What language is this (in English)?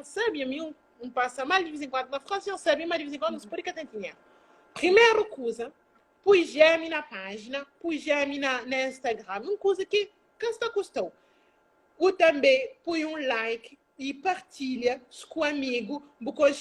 Kabuverdianu